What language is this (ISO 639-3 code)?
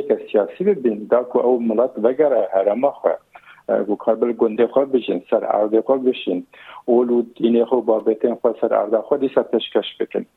kur